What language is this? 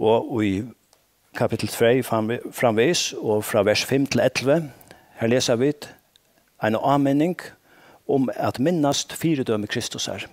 Faroese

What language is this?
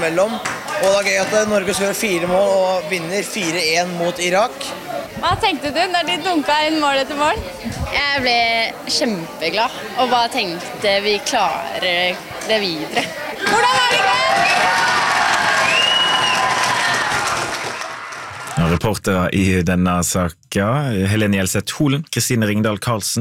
Norwegian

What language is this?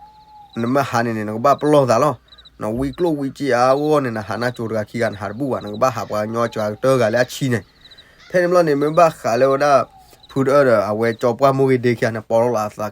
S'gaw Karen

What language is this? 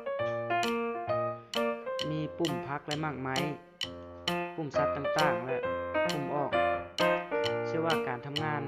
Lao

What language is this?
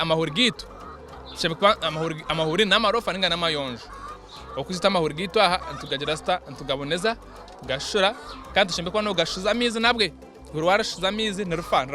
Nyankole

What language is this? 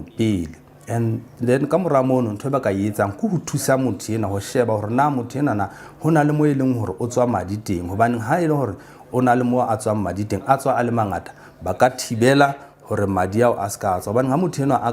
Southern Sotho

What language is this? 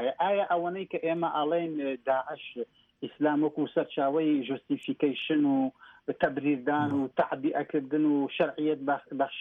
Central Kurdish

